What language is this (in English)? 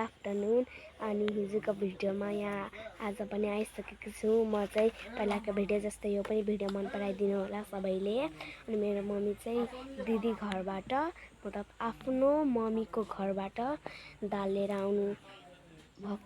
Nepali